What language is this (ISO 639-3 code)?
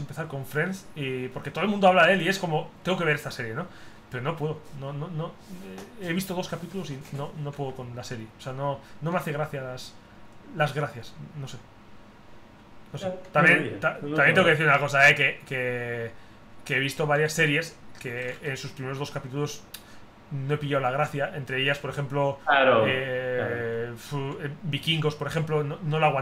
spa